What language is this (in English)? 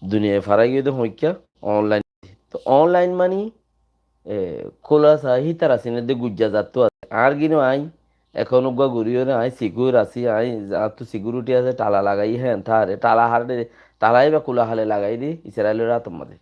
Rohingya